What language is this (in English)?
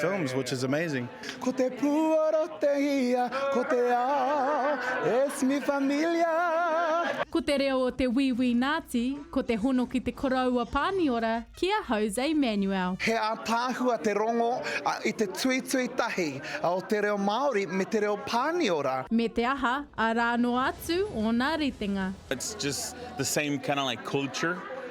Māori